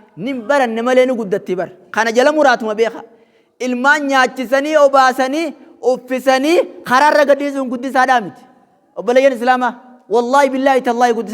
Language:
Oromo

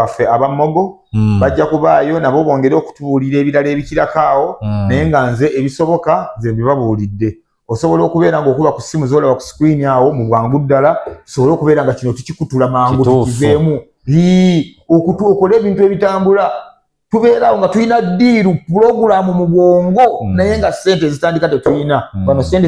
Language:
Ganda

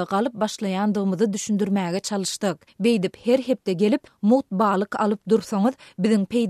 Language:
Turkmen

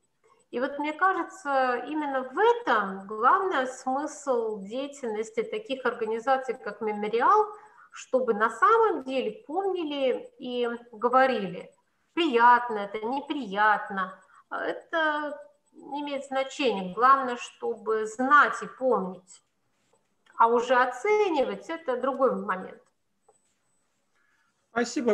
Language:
Russian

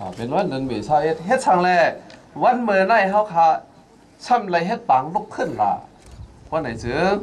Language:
Shan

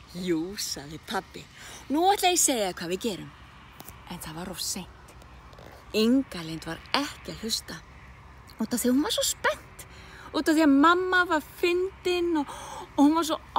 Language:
Icelandic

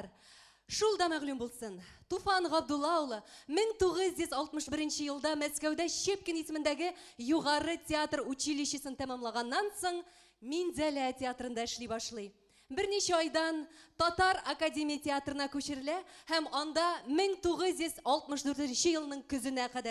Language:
Bashkir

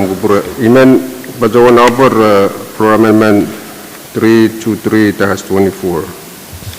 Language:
Pohnpeian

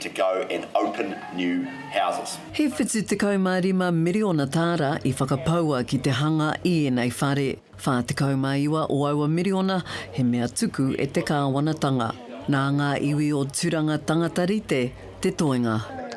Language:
Māori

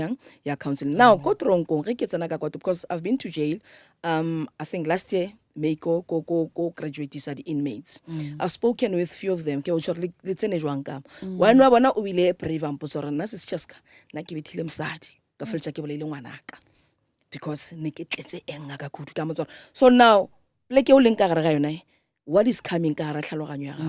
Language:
Northern Sotho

